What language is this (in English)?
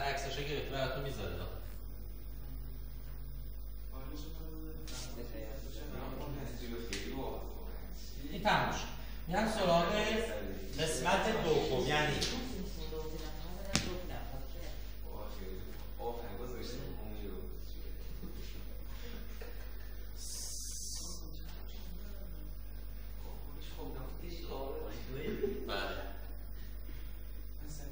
Persian